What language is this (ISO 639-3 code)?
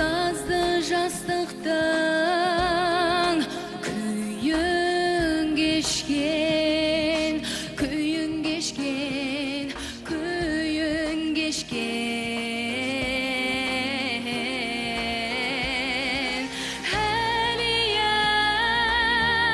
kaz